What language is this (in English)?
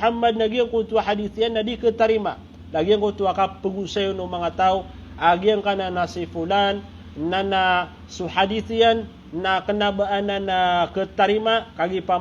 Maranao